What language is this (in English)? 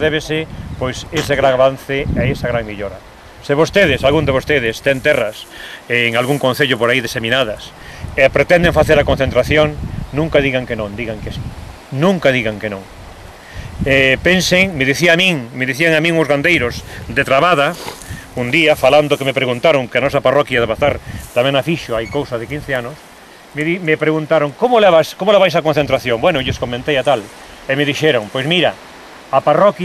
Galician